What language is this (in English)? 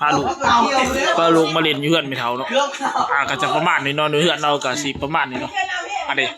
Lao